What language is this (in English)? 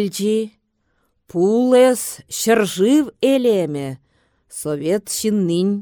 Chuvash